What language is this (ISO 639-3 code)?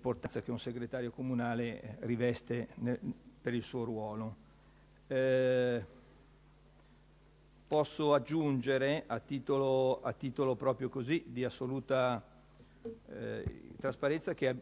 ita